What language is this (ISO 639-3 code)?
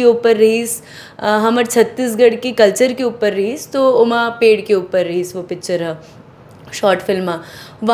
hne